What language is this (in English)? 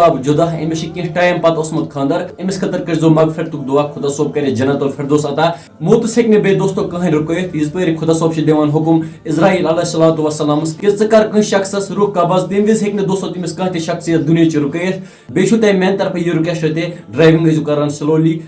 Kashmiri